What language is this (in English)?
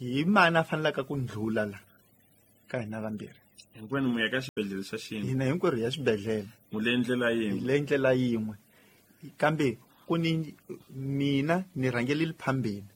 Tsonga